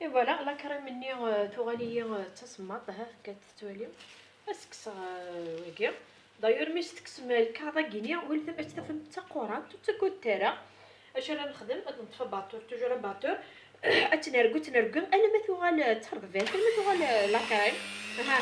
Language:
Kabyle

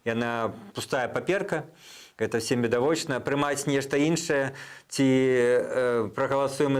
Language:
Belarusian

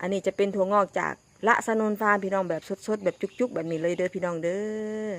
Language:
Northeastern Thai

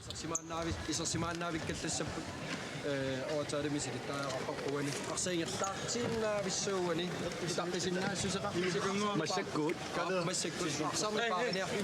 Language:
Kalaallisut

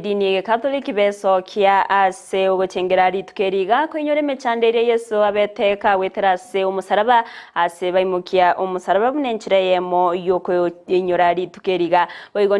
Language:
Gusii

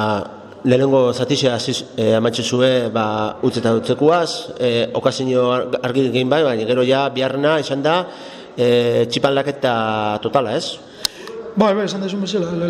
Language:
Basque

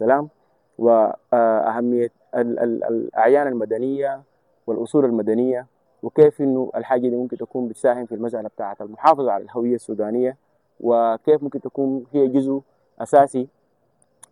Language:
Sudanese Arabic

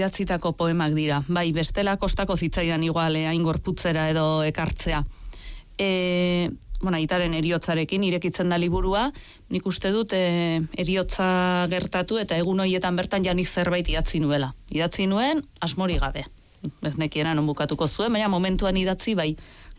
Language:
Basque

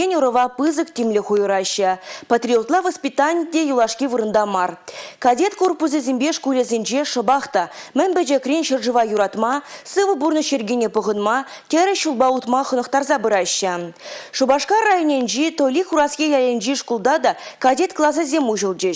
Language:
Chuvash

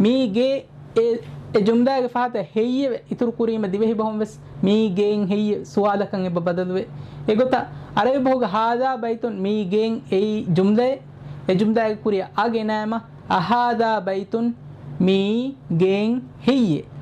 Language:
Divehi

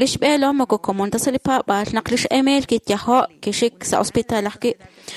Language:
Kekchí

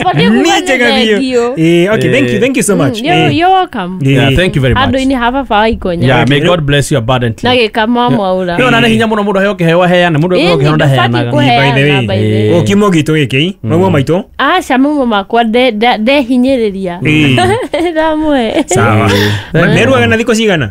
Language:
Kikuyu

